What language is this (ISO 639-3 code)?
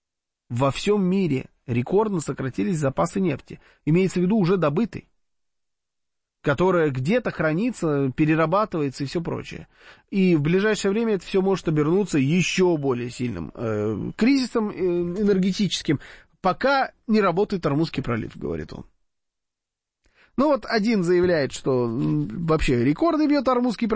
rus